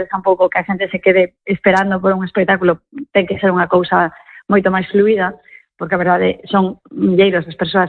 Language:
Galician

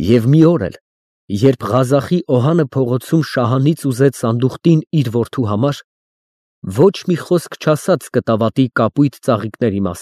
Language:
Armenian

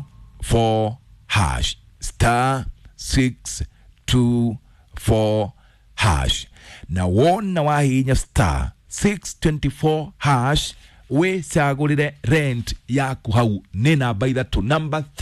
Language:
Kikuyu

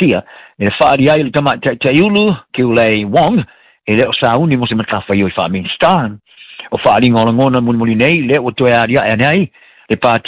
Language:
Samoan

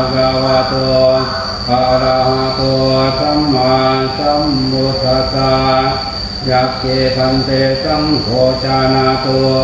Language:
Pali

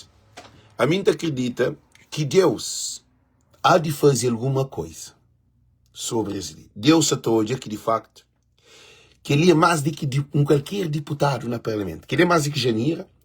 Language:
Kabuverdianu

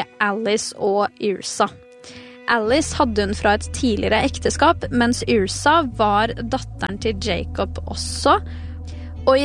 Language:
Norwegian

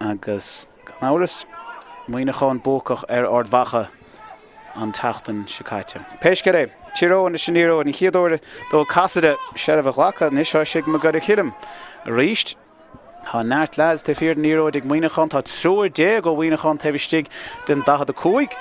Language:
Irish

